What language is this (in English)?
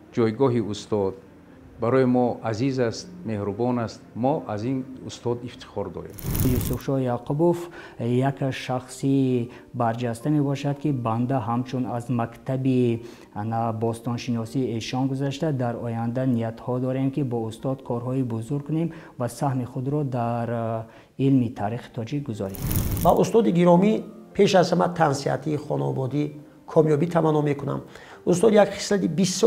Tajik